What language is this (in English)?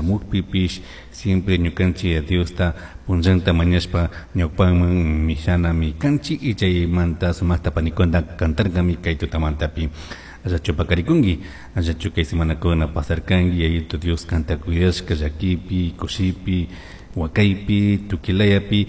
Chimborazo Highland Quichua